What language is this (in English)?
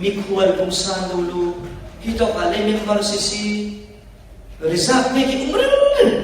Falam Chin